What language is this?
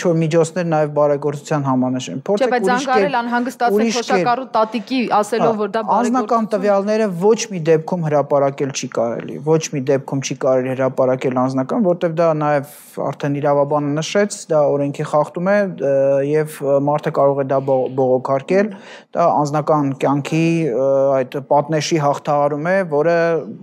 Armenian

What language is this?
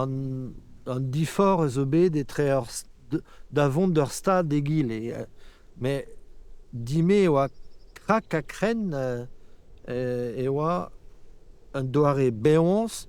Breton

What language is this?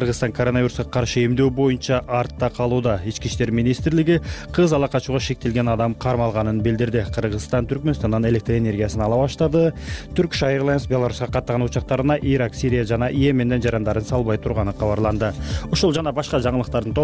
Kyrgyz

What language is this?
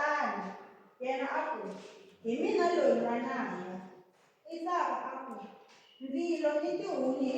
Tsonga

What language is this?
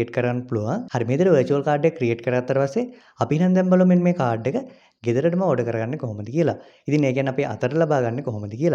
Sinhala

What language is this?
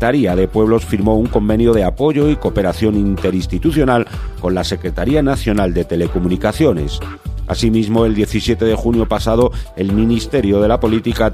Spanish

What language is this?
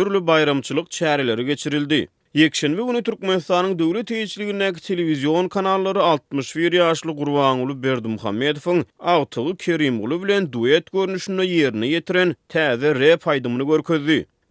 Turkmen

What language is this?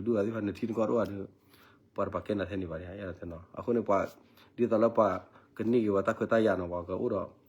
S'gaw Karen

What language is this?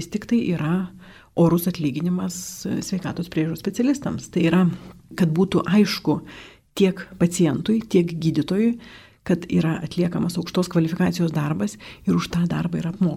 Lithuanian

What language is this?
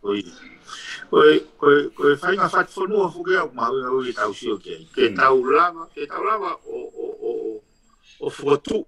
Tongan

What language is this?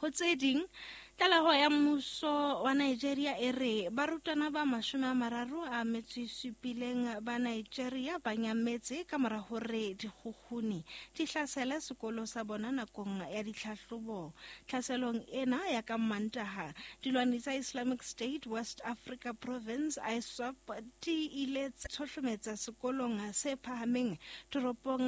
Southern Sotho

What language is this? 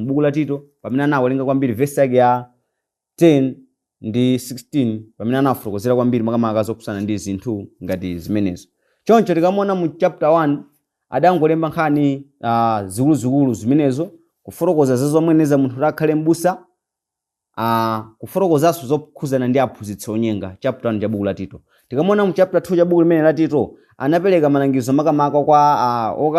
Nyanja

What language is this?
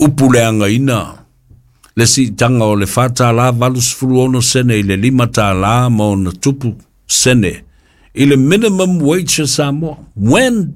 Samoan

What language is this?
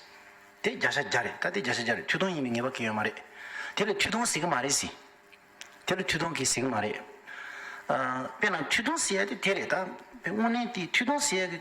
Tibetan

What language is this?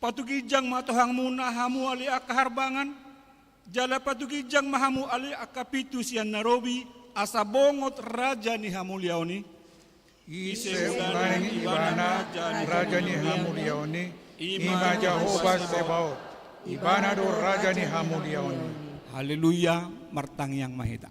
Batak Toba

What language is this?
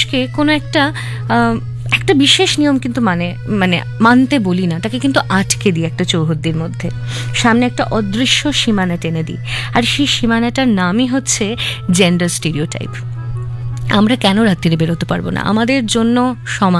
Bangla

